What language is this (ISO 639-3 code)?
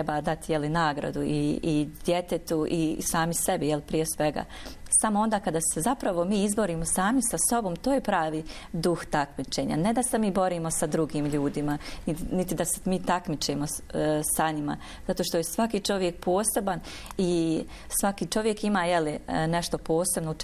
bos